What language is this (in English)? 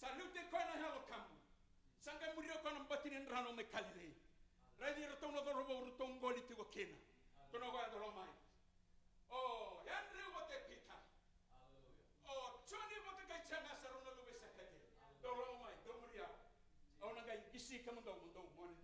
Fijian